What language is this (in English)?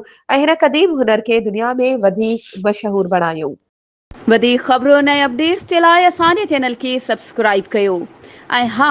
Sindhi